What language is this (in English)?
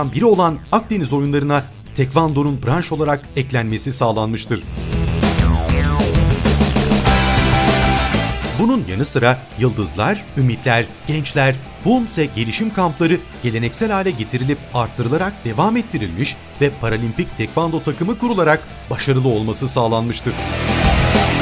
Turkish